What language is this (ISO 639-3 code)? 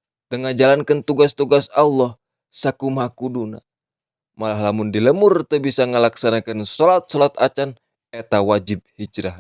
sun